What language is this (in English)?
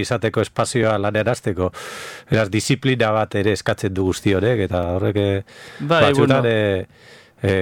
Basque